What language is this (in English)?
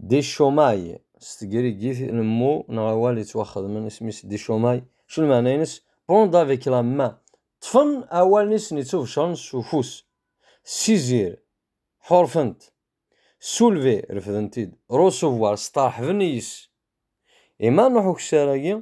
Kabyle